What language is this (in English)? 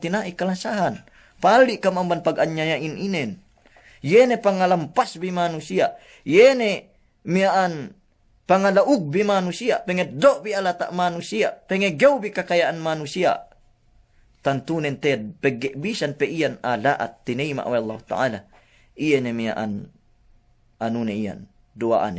Yakan